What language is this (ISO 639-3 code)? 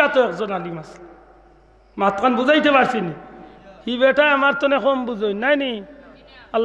syl